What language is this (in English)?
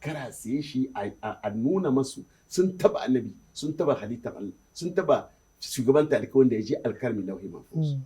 Hausa